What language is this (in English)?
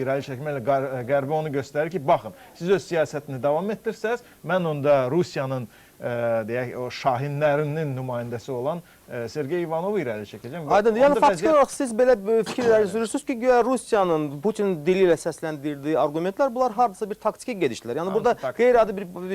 Azerbaijani